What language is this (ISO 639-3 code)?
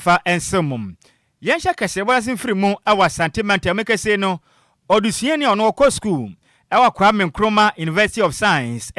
aka